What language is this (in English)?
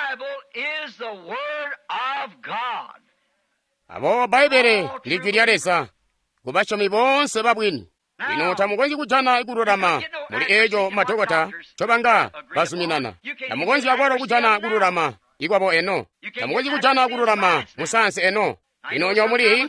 Tonga (Zambia)